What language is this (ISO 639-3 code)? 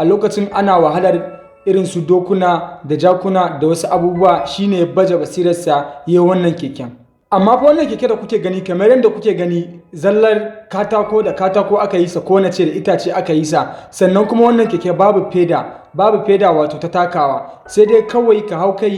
hau